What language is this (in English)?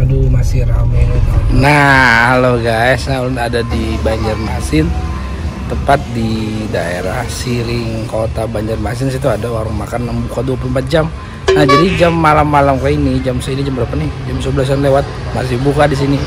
Banjar